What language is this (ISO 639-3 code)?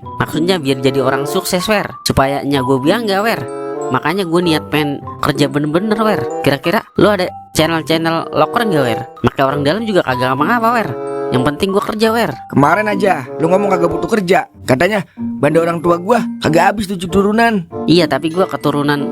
bew